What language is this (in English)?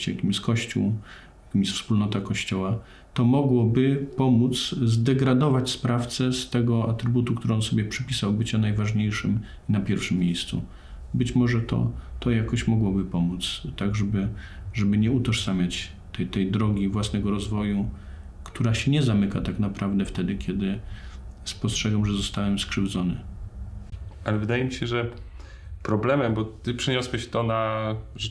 Polish